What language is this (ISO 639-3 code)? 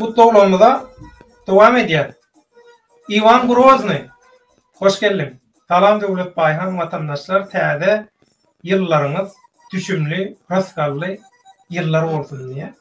tuk